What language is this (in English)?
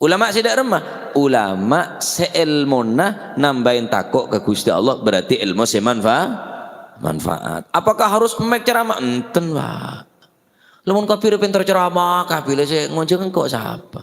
Madurese